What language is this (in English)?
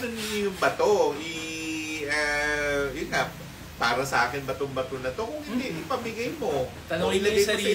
Filipino